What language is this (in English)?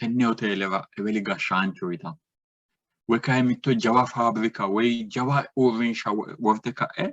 Sidamo